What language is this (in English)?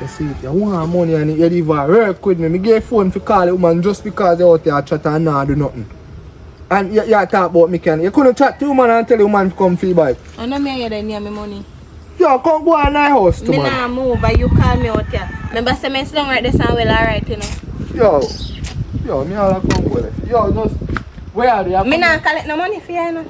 Jamaican Creole English